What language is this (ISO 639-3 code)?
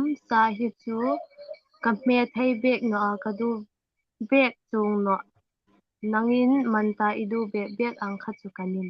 hmr